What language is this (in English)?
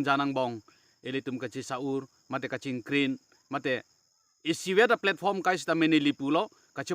Karbi